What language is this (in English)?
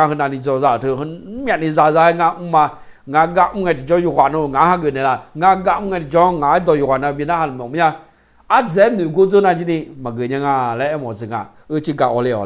Akha